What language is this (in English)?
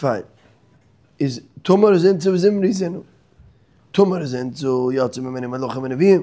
Yiddish